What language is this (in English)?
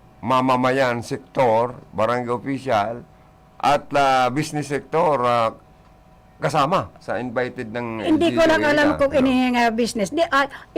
Bikol